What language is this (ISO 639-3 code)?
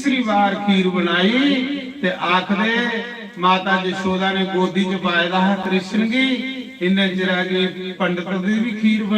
doi